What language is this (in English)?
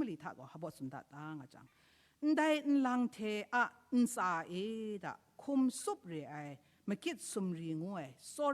Kachin